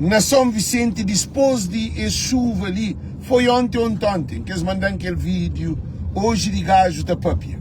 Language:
Kabuverdianu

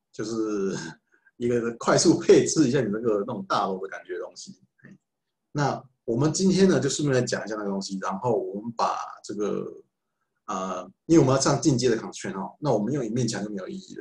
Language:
Chinese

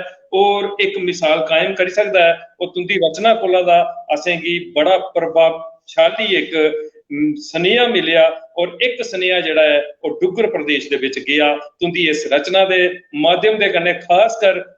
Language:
Dogri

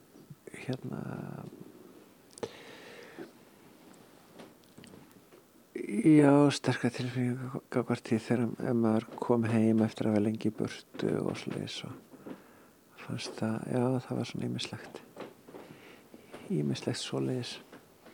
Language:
Icelandic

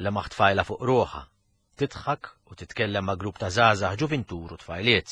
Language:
Maltese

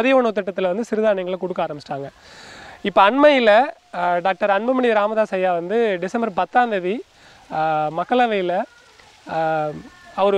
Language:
Tamil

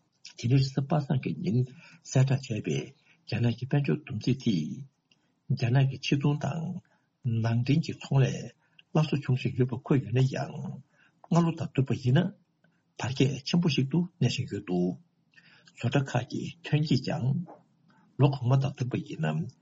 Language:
Tibetan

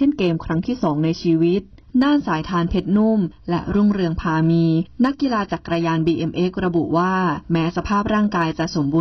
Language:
Thai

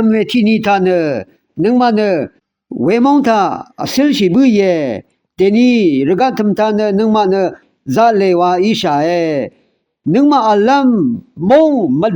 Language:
Rawang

